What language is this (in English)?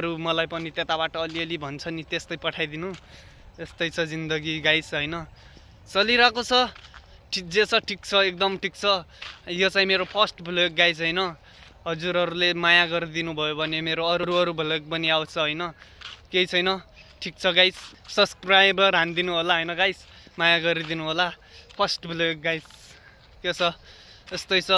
Nepali